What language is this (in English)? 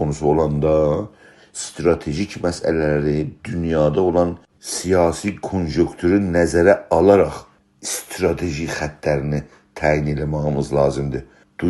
South Azerbaijani